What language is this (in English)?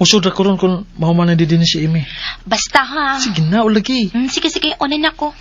Cebuano